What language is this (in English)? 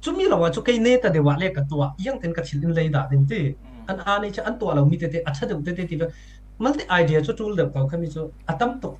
Falam Chin